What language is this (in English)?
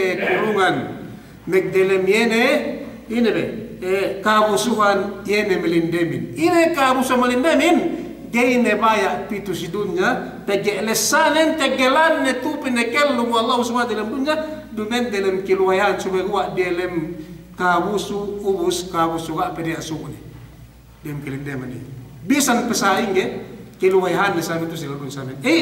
Yakan